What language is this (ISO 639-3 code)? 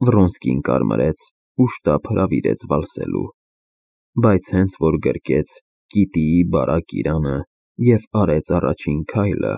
hye